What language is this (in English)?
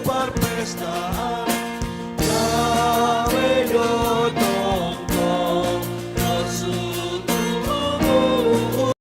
Batak Simalungun